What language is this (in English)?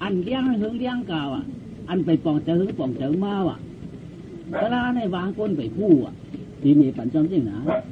Shan